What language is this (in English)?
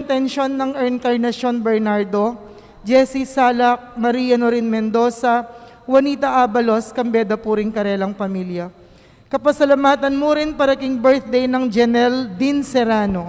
Pampanga